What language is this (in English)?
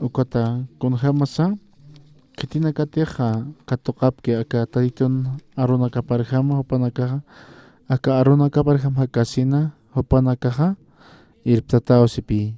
Aymara